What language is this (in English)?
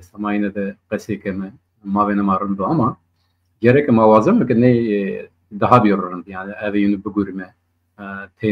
Zaza